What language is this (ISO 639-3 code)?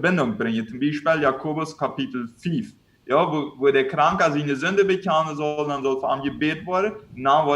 pdt